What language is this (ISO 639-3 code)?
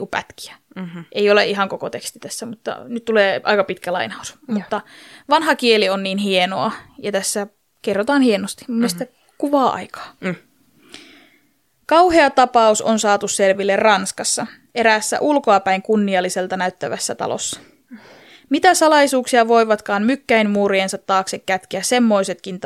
fin